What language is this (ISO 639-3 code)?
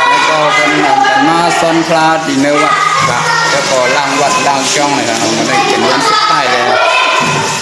shn